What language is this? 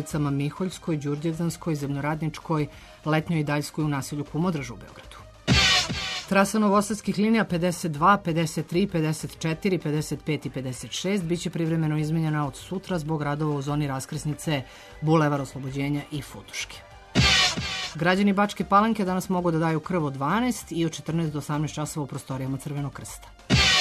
Serbian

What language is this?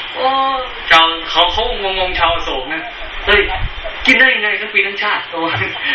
Thai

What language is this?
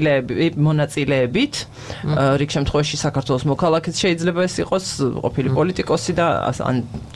Georgian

